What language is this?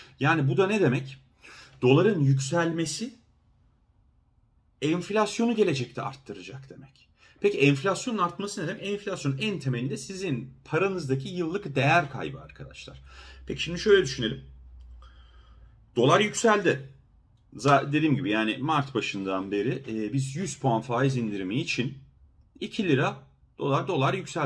Turkish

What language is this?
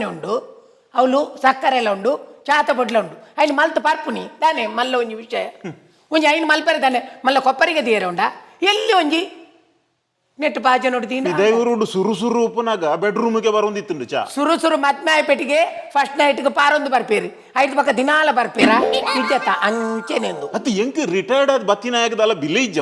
Tulu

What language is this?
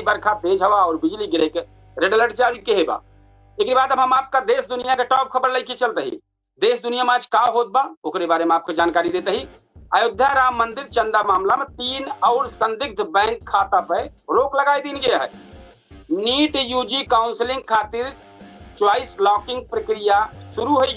Awadhi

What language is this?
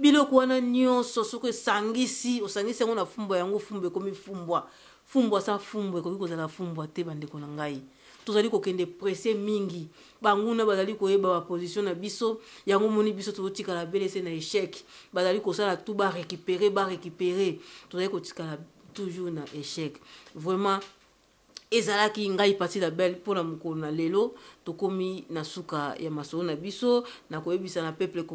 Lingala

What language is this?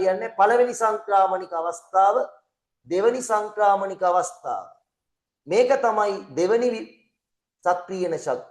Sinhala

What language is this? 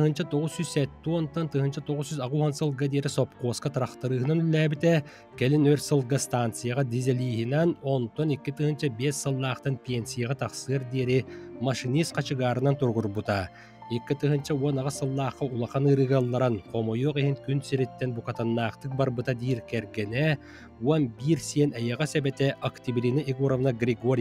Yakut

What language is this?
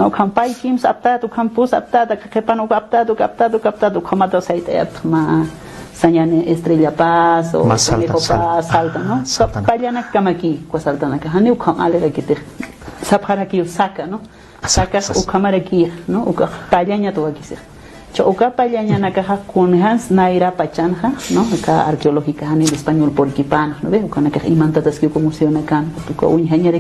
Aymara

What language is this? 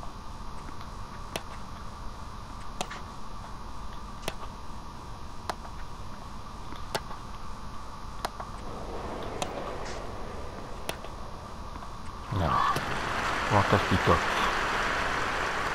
French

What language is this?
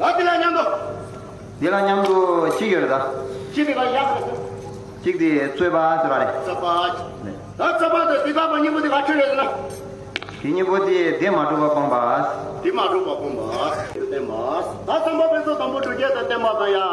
Tibetan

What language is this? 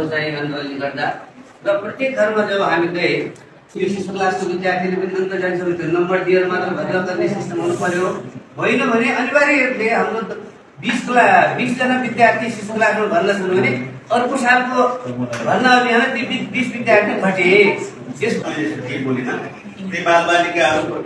Nepali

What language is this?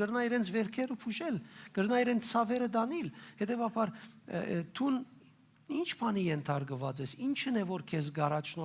Western Armenian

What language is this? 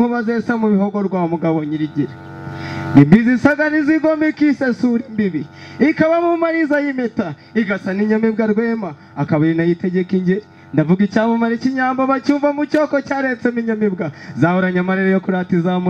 Kinyarwanda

